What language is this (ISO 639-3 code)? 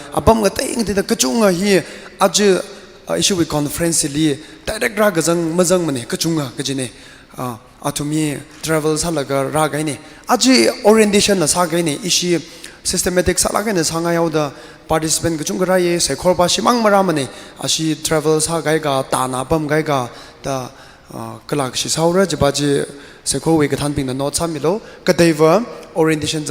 nmf